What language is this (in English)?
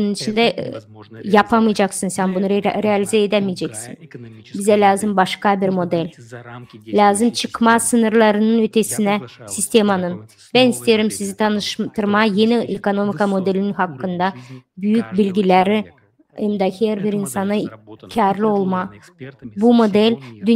Gagauz